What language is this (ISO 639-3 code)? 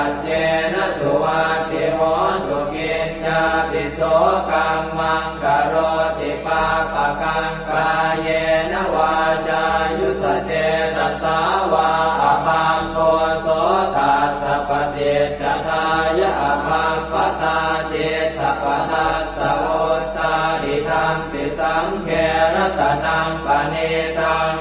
pli